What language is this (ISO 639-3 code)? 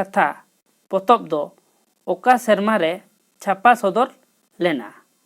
sat